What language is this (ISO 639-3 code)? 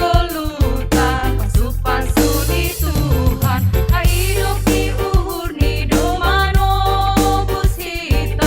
bts